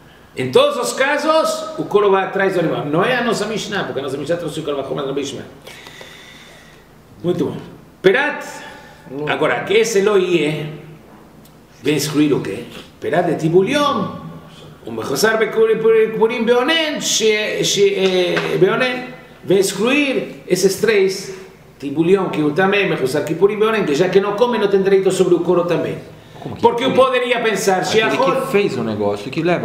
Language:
Portuguese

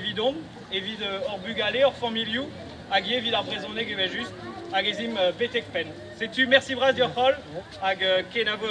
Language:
Breton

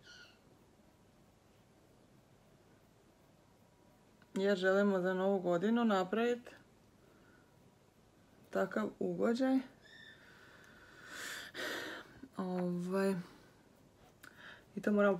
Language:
Croatian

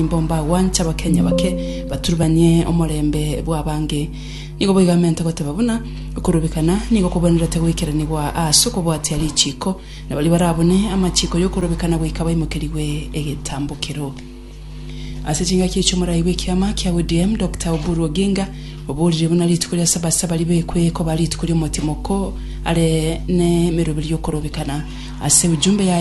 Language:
Gusii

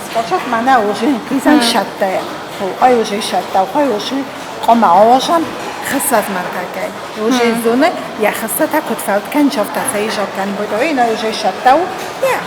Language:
Ossetic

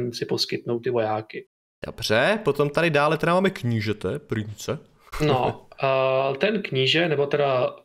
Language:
Czech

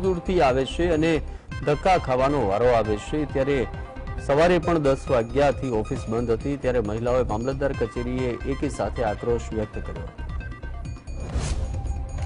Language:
Gujarati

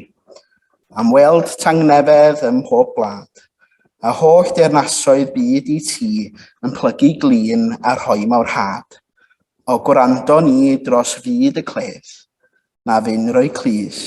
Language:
Welsh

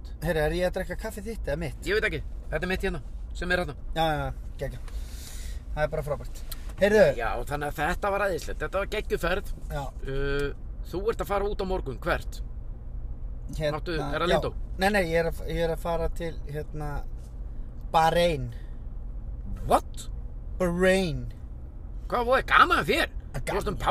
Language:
Icelandic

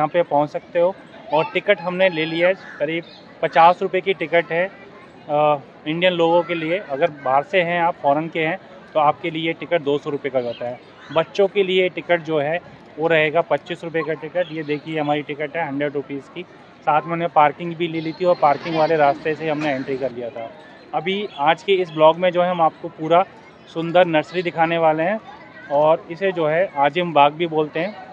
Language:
Hindi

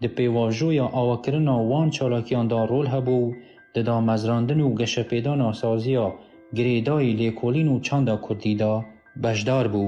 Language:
Kurdish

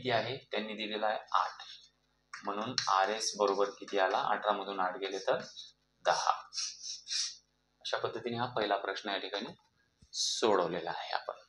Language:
Marathi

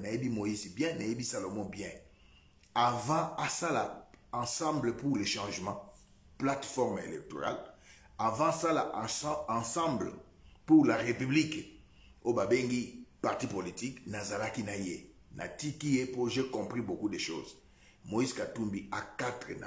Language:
Lingala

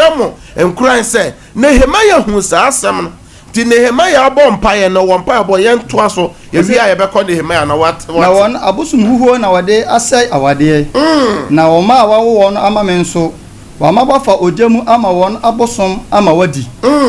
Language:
Akan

